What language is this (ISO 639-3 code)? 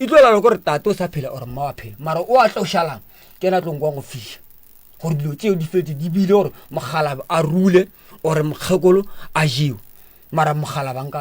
nso